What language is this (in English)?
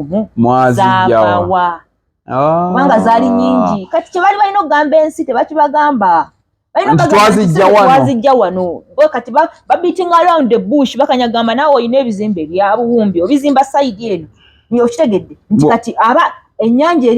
Ganda